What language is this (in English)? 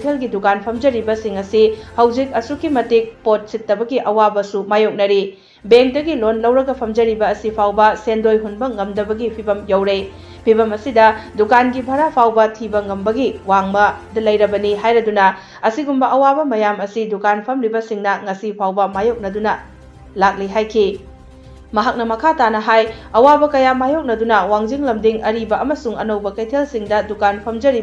Manipuri